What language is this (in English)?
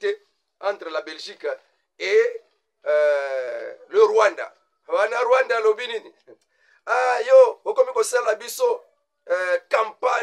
Lingala